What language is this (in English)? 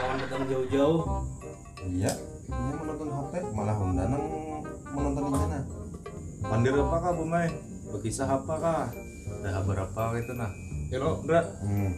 Banjar